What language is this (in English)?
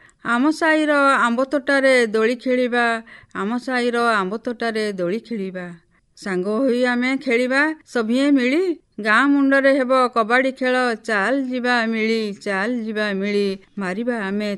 Odia